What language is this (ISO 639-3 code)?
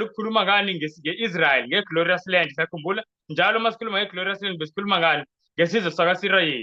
zul